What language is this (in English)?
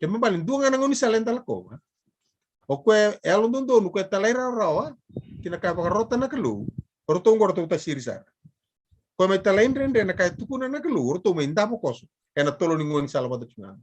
Fijian